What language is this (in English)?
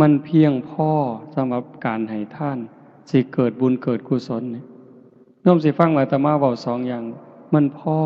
Lao